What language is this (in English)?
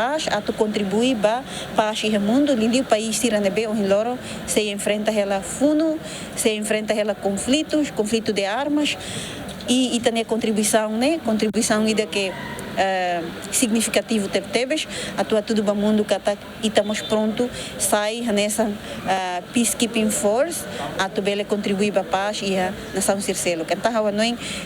Tetum